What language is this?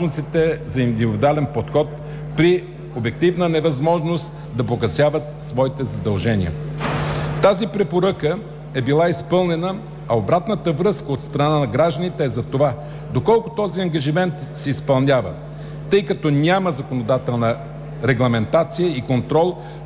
Bulgarian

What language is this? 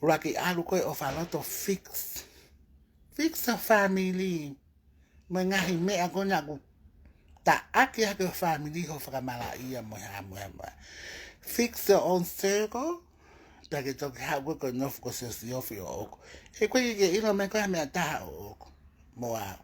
Tongan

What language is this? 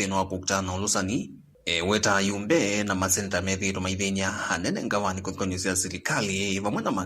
Kamba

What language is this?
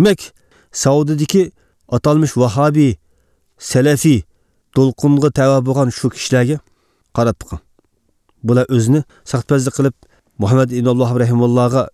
Uyghur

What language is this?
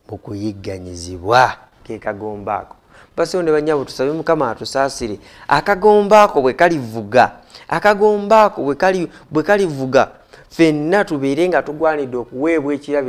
Ganda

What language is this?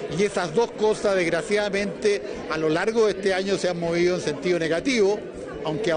Spanish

